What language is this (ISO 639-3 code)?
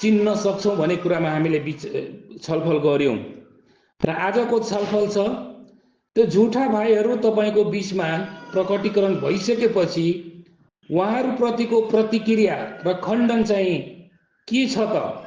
nep